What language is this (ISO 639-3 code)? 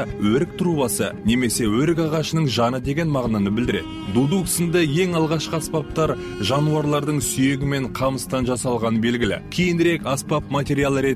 kaz